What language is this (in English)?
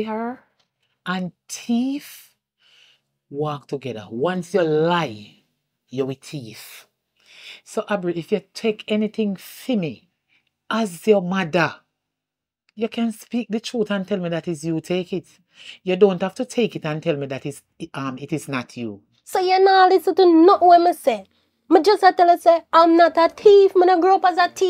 Jamaican Creole English